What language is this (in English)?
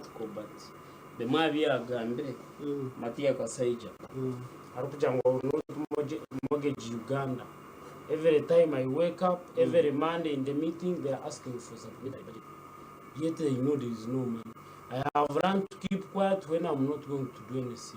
Nyankole